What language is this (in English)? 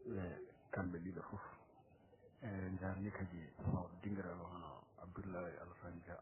Fula